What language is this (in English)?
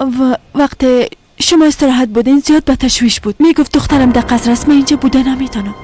Persian